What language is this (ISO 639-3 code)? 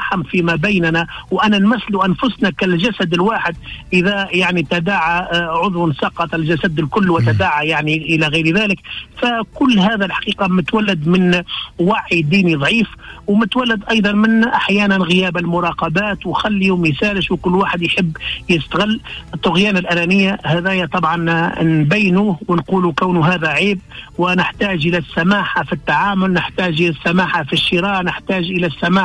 aeb